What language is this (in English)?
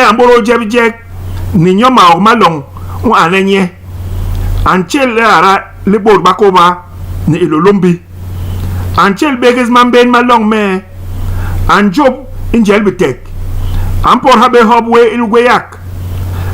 Basaa